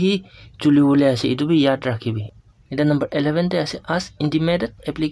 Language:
Naga Pidgin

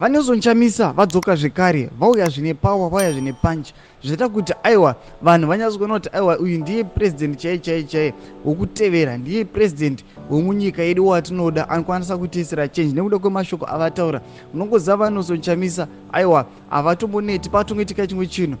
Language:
Shona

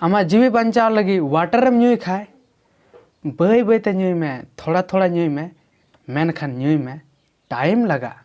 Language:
Santali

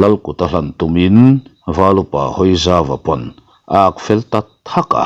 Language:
Mizo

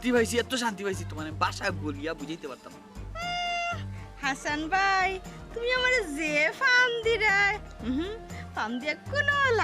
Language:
Sylheti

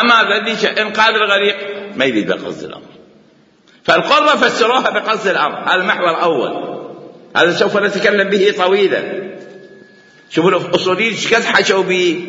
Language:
Mesopotamian Arabic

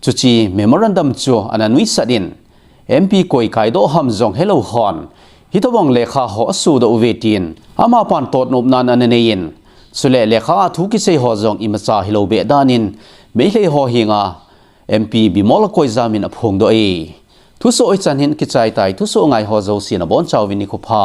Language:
Thado Chin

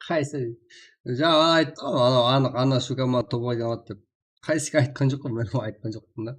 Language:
Kara-Kalpak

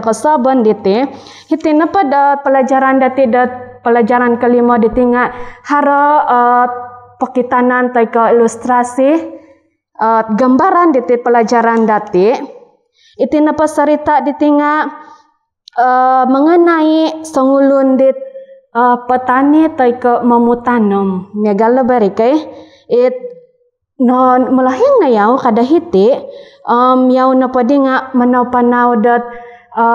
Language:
Central Dusun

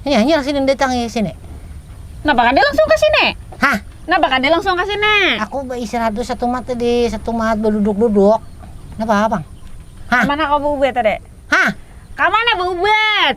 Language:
Banjar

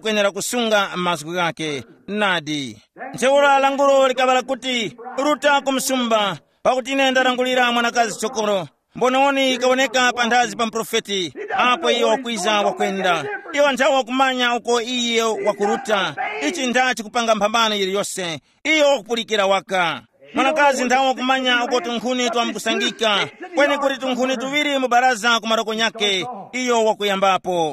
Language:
Tumbuka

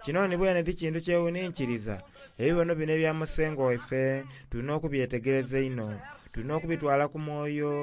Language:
Soga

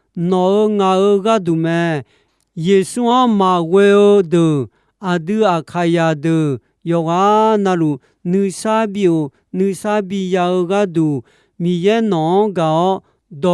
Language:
Akha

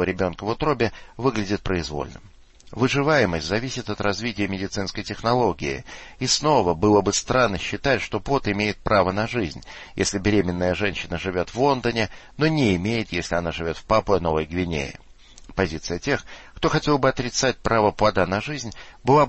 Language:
Russian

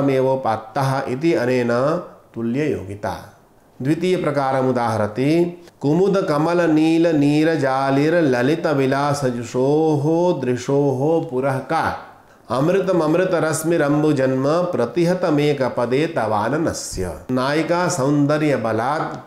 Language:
Sanskrit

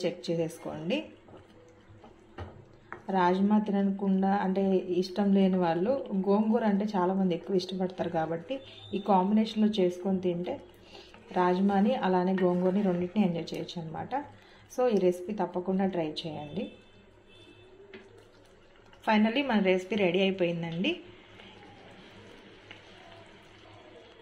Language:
Telugu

